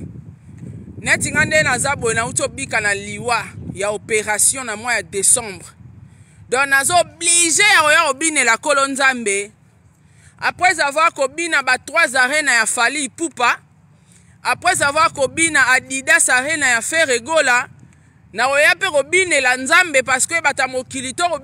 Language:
Lingala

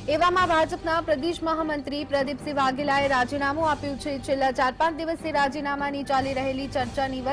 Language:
Gujarati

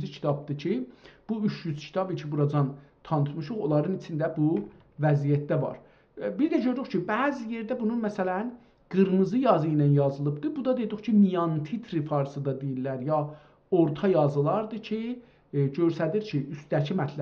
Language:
South Azerbaijani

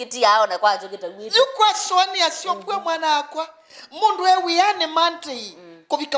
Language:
Kamba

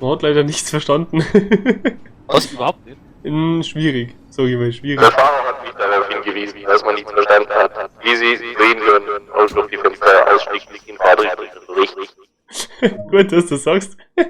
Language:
Bavarian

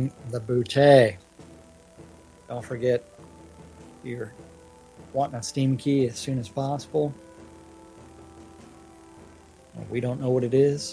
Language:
English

